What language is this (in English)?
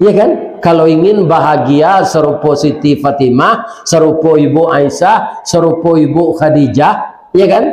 Minangkabau